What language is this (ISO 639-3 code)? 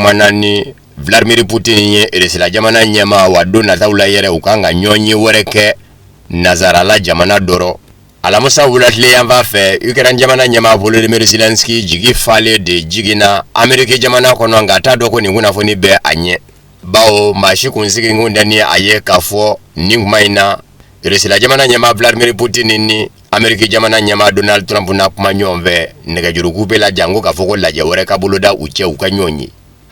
bam